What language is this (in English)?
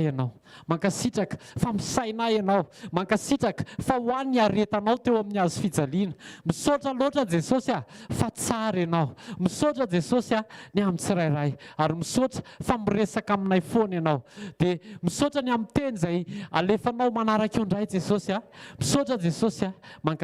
Malagasy